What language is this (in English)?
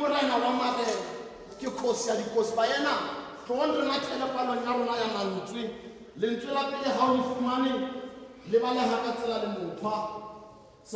Tswana